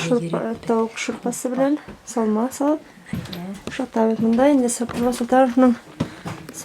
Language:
Bashkir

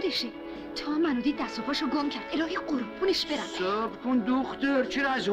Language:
Persian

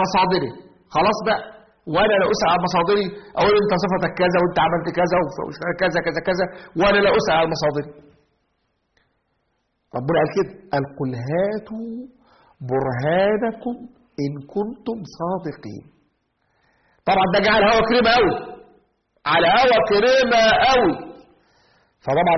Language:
Egyptian Arabic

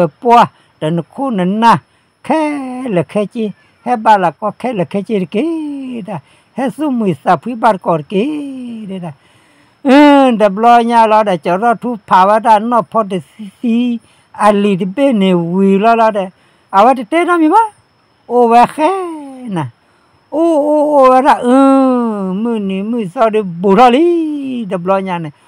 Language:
S'gaw Karen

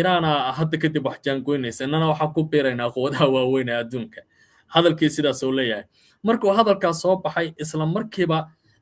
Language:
Somali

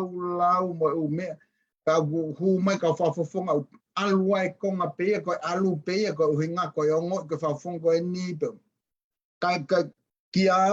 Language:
Tongan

